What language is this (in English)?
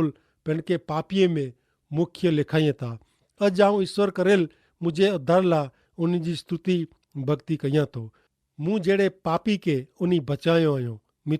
Kachhi